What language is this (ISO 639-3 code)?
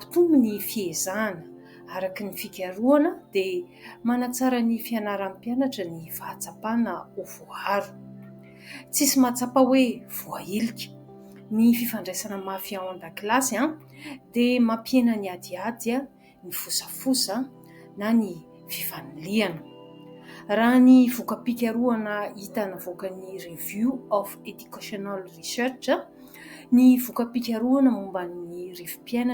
mlg